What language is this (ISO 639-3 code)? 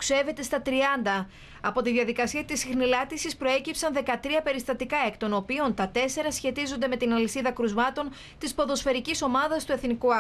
ell